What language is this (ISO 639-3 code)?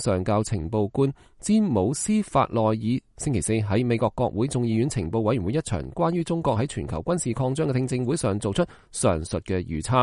yue